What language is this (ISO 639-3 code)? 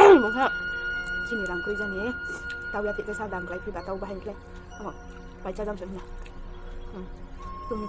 ria